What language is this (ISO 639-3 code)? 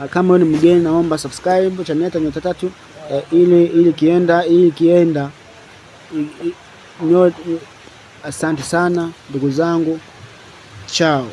swa